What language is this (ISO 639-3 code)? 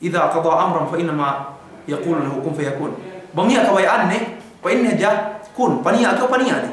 yka